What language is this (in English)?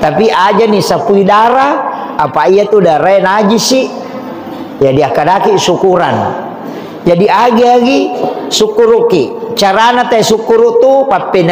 Buginese